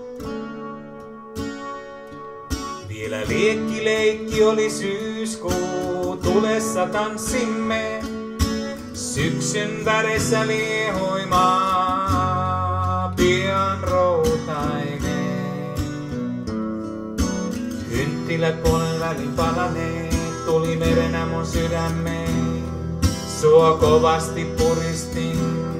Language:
Finnish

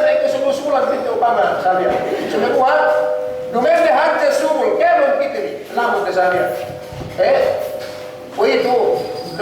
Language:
Yakan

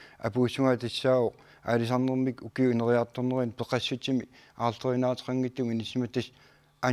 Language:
Kalaallisut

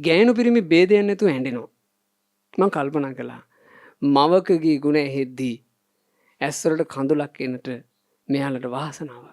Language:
Sinhala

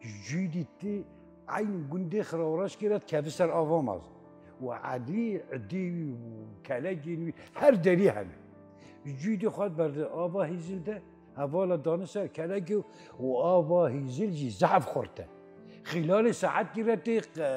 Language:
Kurdish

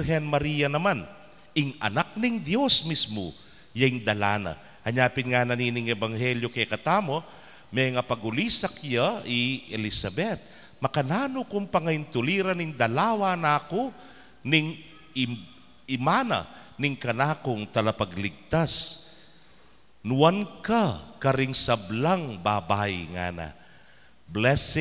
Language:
Pampanga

